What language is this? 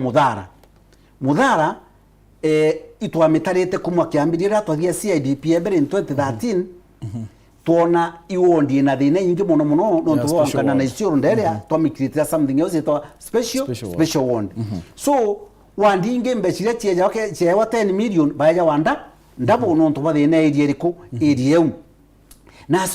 Meru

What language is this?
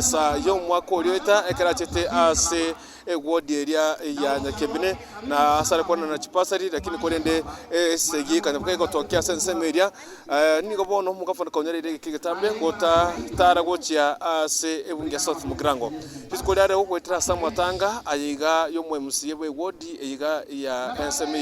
Gusii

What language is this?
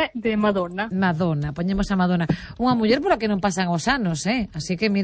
Galician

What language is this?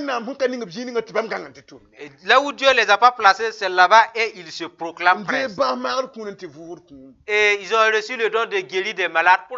Mossi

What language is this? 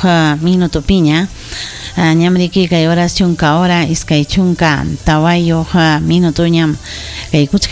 Ayacucho Quechua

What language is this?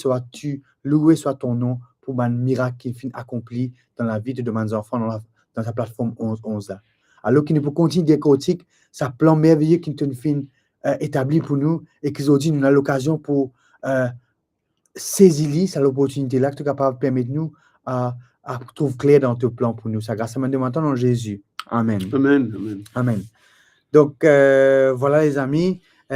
Morisyen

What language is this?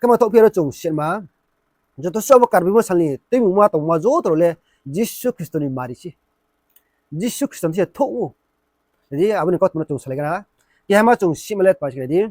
Riang (India)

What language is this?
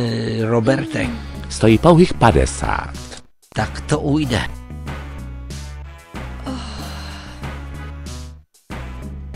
Czech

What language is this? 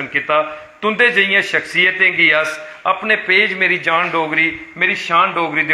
Dogri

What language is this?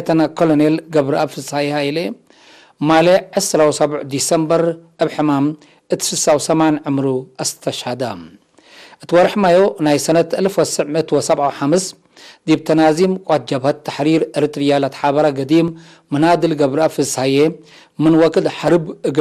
Tigre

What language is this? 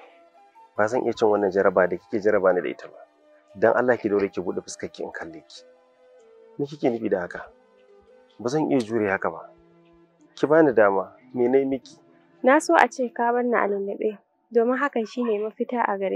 Hausa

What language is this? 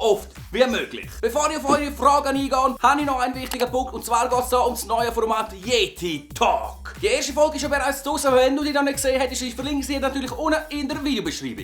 Swiss German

